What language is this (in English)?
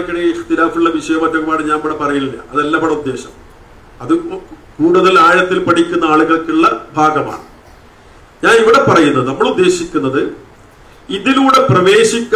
Malayalam